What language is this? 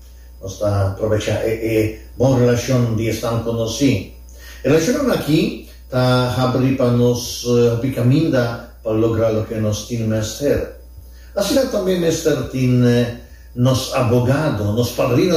Papiamento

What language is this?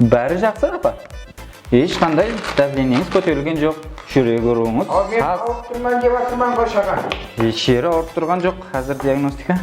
Kara-Kalpak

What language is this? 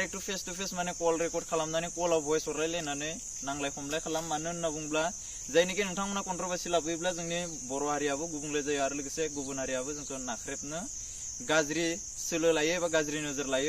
Bodo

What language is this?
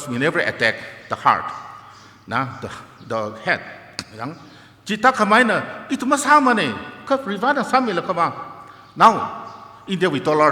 Tangkhul Naga (India)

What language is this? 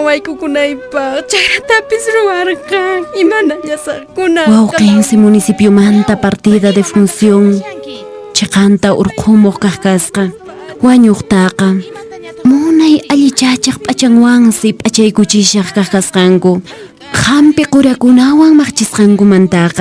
Quechua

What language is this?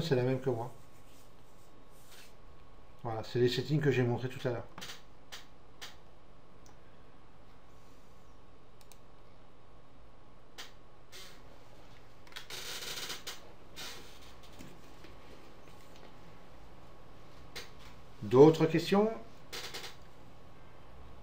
French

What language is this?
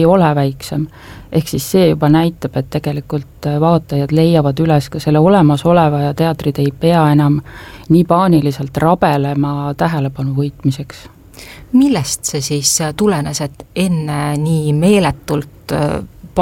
Estonian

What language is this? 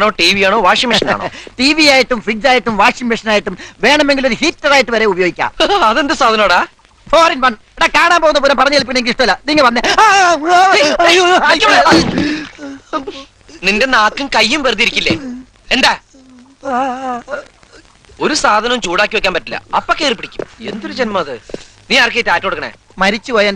Malayalam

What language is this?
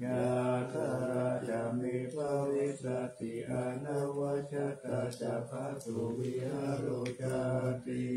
Pali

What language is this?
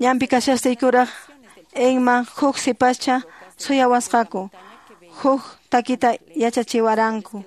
Quechua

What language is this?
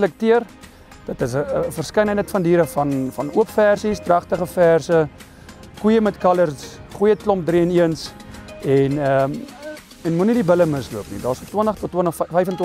Afrikaans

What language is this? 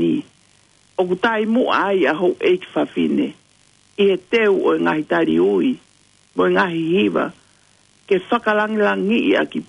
Tongan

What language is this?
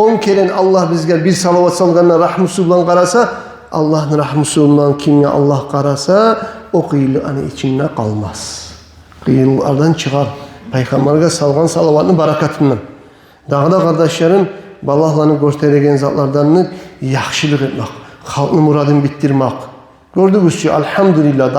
Kumyk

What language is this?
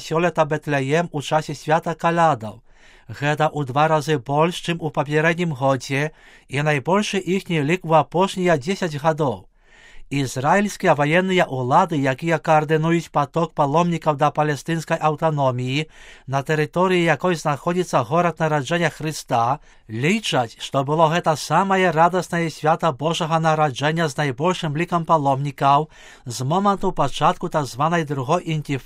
Belarusian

